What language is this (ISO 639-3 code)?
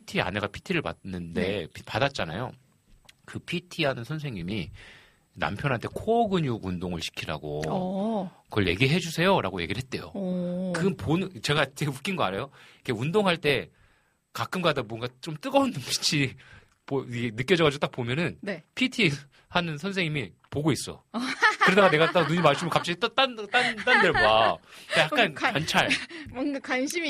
kor